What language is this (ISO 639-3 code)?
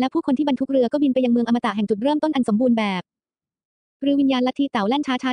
tha